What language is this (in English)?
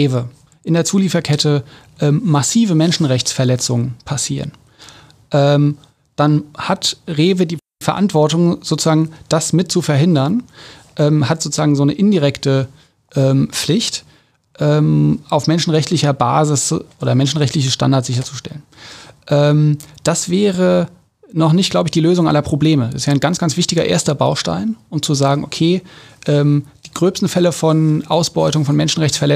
German